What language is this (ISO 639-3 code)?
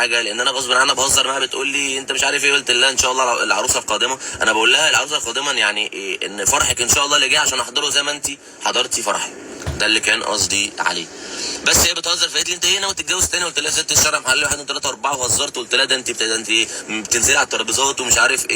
arz